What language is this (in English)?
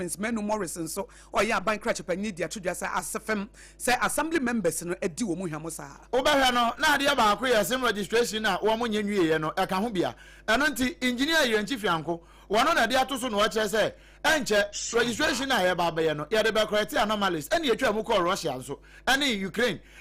Akan